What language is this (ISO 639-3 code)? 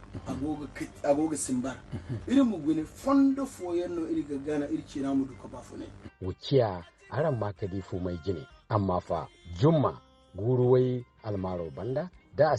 dje